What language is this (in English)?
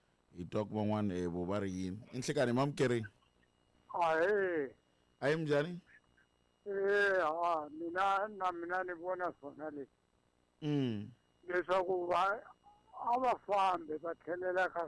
Tsonga